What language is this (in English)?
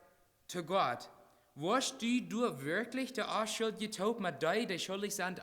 Plautdietsch